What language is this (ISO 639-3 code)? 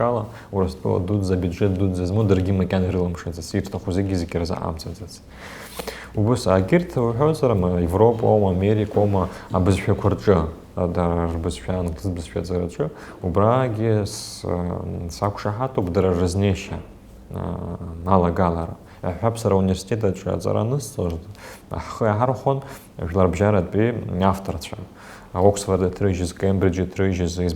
abk